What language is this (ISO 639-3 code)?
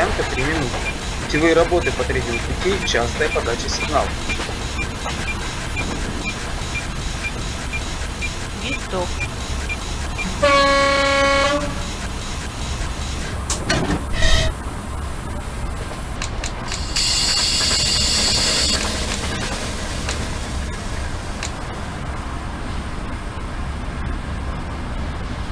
rus